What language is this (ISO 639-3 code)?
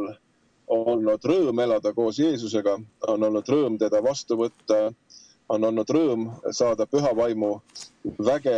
est